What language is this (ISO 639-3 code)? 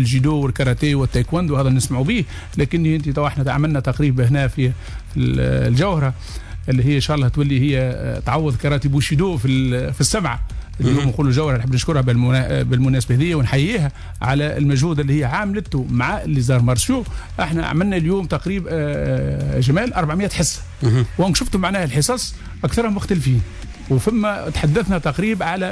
aeb